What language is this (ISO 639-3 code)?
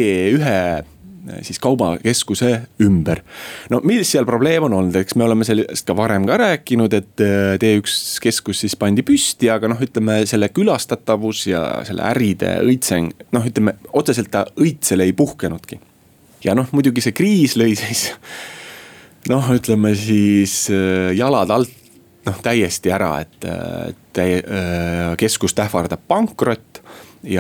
est